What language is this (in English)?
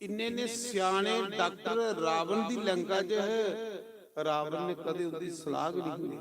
Dogri